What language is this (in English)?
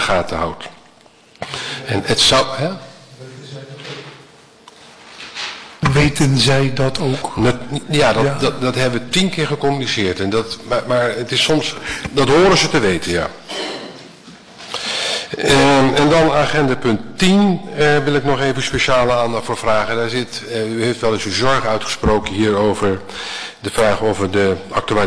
Dutch